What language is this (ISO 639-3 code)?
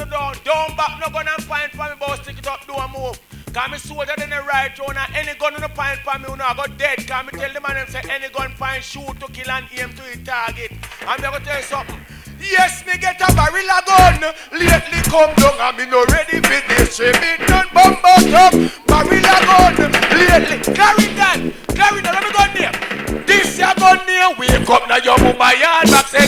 jam